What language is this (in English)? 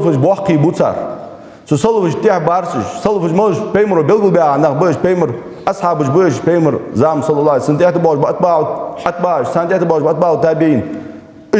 Ingush